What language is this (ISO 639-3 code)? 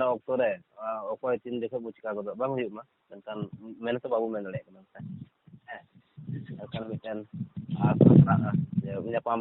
sat